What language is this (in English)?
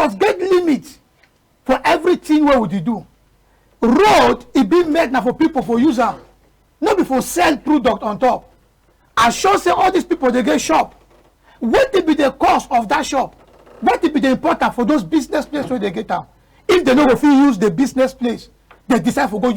Cameroon Pidgin